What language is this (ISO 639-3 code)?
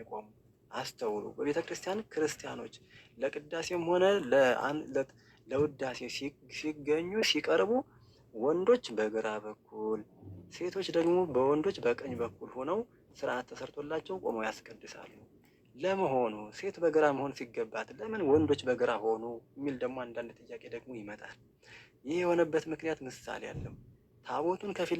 amh